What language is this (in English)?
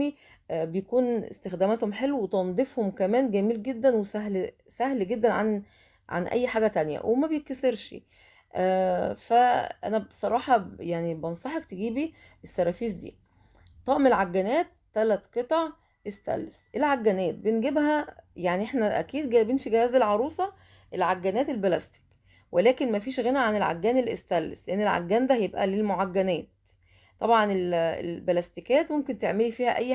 Egyptian Arabic